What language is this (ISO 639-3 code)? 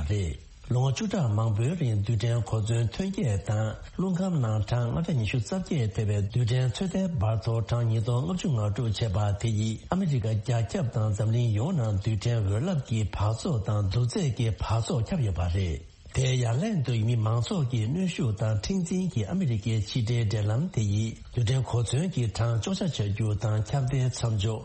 bod